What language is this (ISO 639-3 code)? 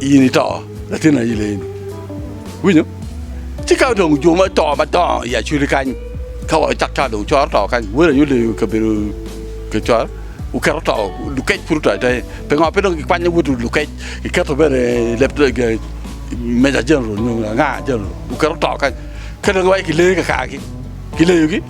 ach